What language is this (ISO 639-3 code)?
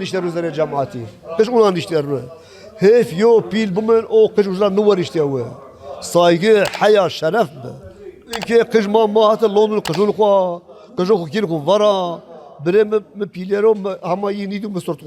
zza